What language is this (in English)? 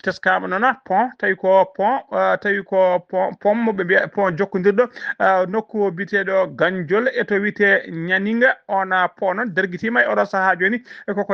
Fula